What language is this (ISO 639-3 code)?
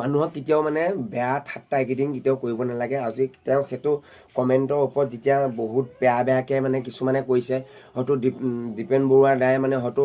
asm